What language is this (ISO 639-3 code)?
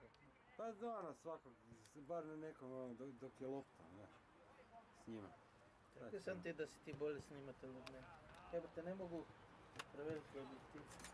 hrv